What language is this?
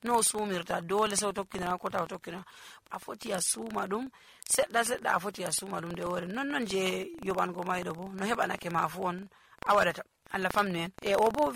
Nigerian Fulfulde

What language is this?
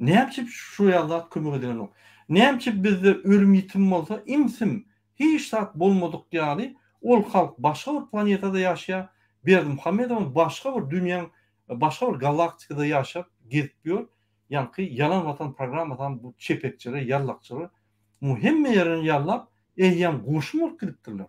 Turkmen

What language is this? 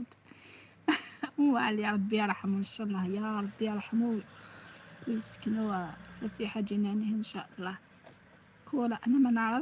Algerian Arabic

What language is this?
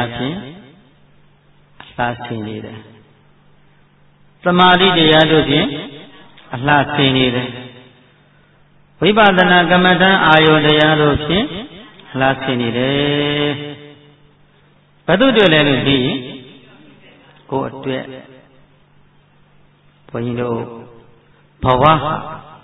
Burmese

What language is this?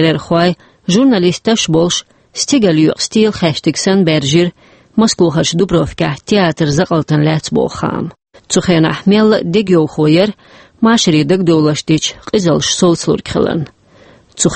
Chechen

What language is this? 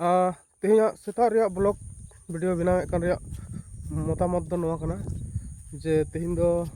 Santali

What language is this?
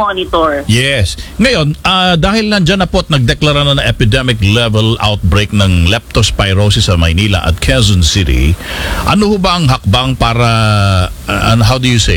Filipino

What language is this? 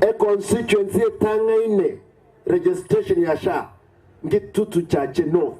Gusii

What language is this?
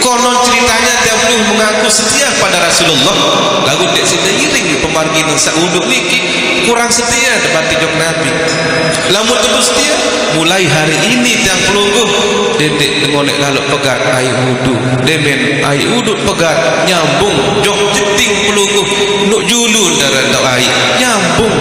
Sasak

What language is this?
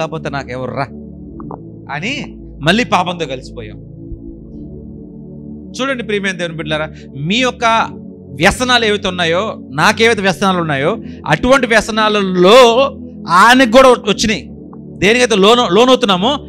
Telugu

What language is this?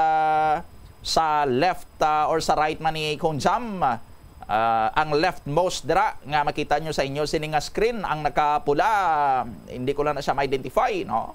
Hiligaynon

